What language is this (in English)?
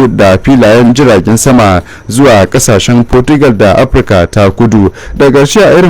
Hausa